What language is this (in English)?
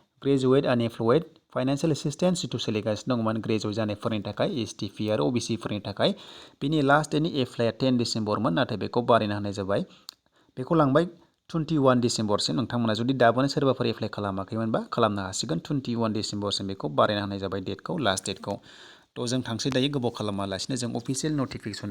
Bodo